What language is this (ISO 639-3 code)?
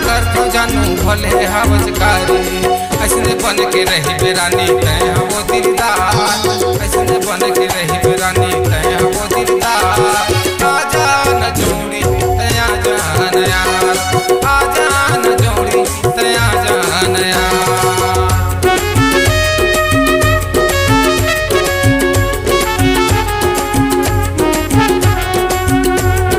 hne